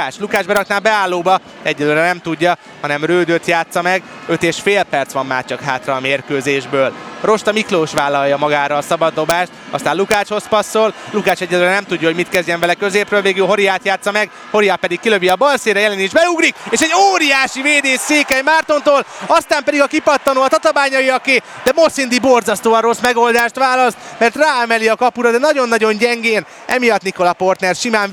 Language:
Hungarian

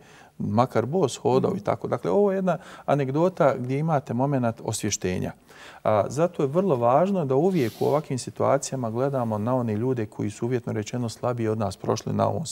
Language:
Bosnian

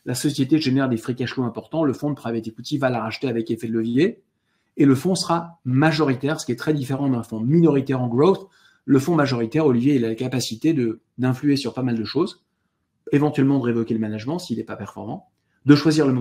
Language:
French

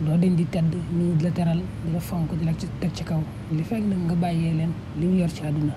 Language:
Wolof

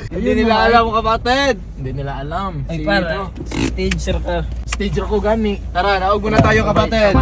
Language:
Cebuano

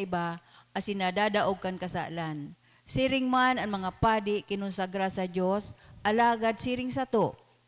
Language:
Bikol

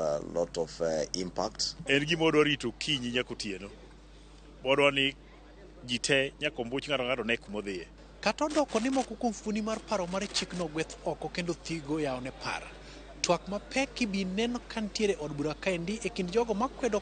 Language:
Luo (Kenya and Tanzania)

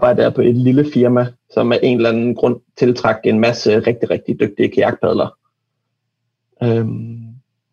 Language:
Danish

